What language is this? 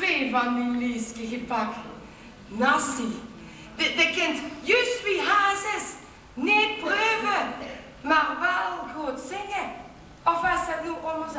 Limburgish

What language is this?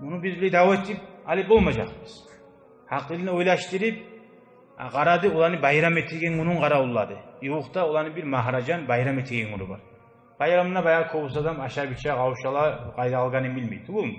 Kumyk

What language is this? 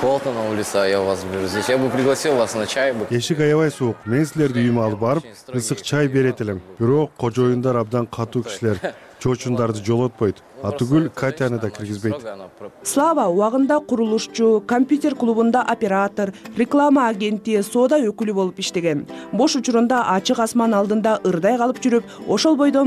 Kyrgyz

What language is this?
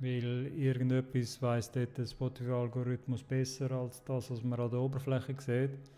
Swiss German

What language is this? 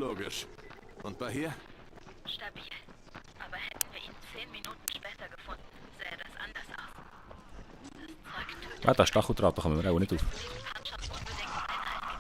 Swiss German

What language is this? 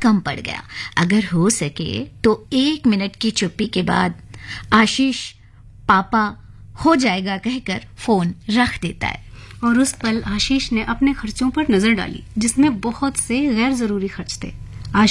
Hindi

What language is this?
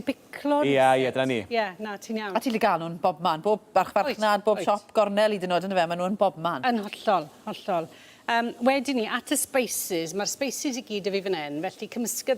Welsh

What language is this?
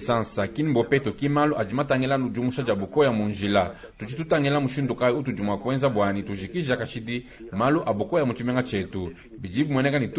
Luba-Lulua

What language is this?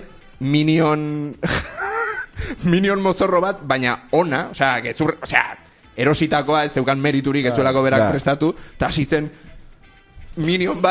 Basque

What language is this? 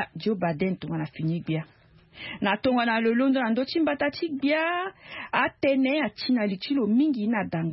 Sango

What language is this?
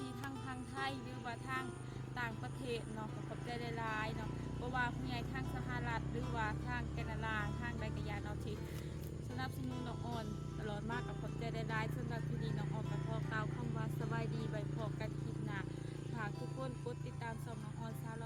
Lao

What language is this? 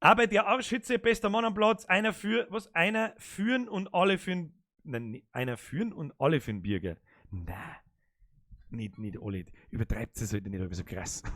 Bavarian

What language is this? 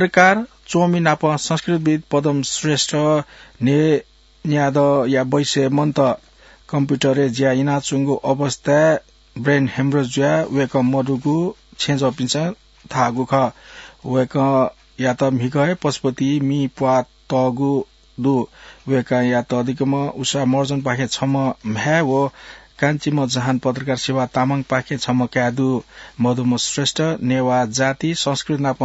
Newari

